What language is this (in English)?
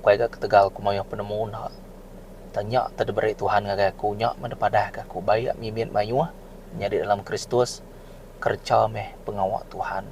Iban